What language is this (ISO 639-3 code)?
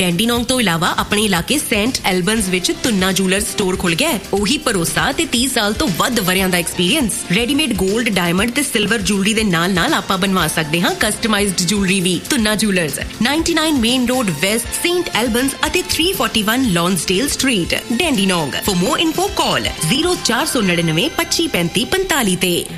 pan